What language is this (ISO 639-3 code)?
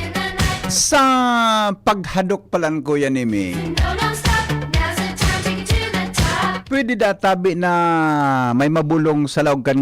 bik